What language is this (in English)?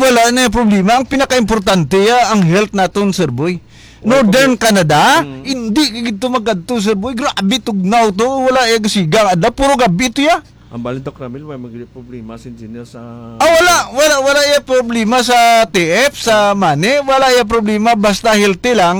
Hiligaynon